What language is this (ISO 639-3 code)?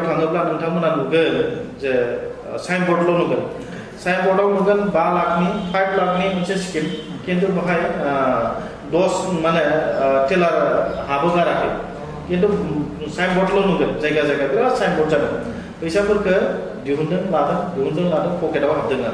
brx